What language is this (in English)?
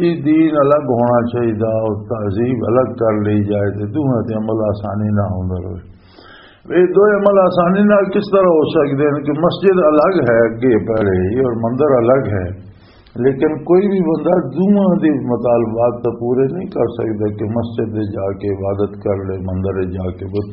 Western Panjabi